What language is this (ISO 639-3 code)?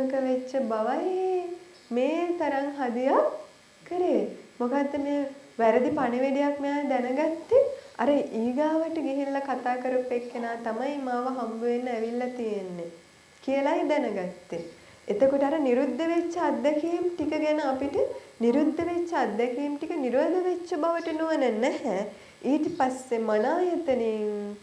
sin